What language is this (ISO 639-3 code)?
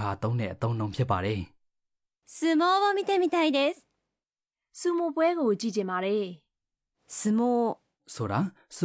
mya